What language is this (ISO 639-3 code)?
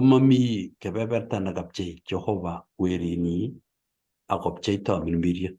kln